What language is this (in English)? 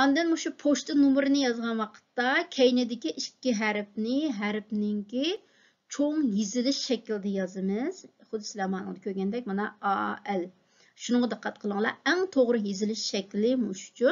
Uyghur